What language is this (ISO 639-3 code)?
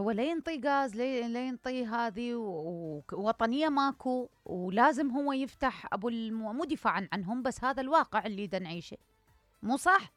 acm